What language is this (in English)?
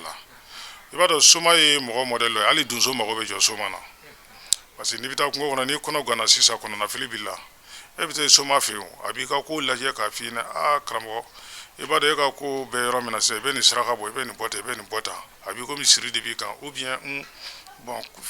Bambara